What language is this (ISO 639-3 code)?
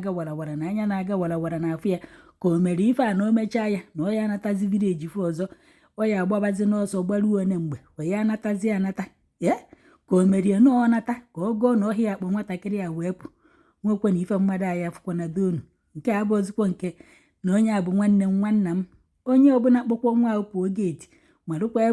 ibo